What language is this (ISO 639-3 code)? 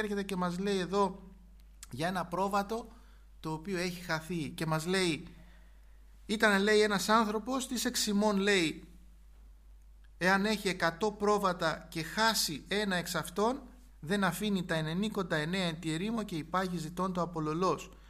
ell